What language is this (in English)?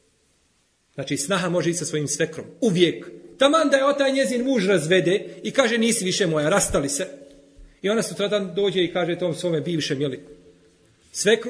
Bosnian